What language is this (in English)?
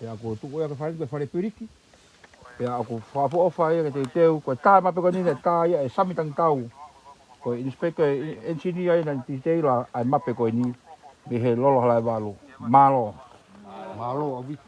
Tongan